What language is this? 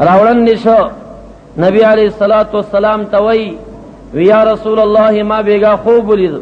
Pashto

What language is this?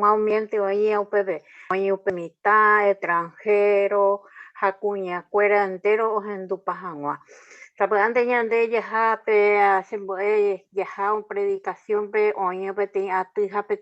Guarani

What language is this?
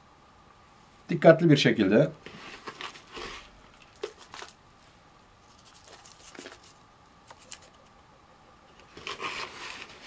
Turkish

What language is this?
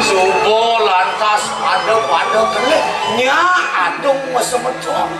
Balinese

